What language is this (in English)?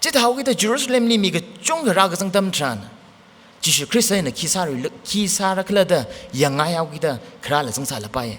Tangkhul Naga (India)